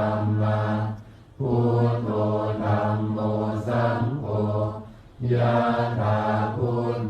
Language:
Pali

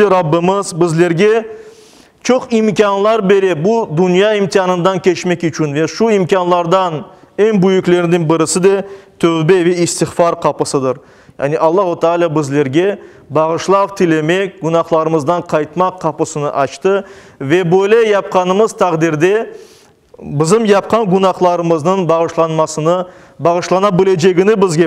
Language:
Crimean Tatar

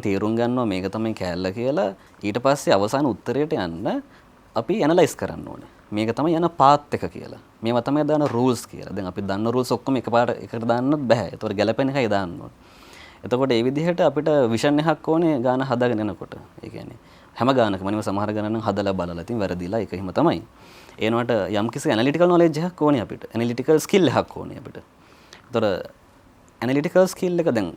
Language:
Sinhala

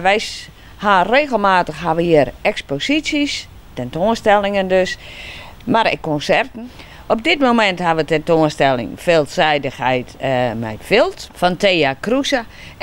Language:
Western Frisian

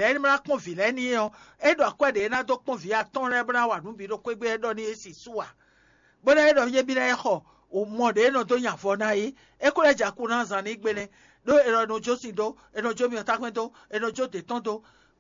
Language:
Fon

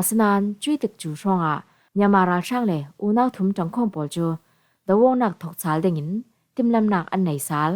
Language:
Falam Chin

